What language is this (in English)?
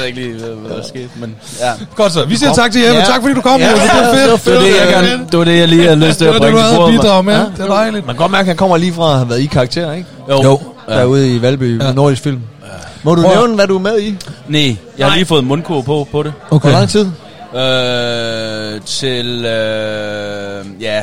Danish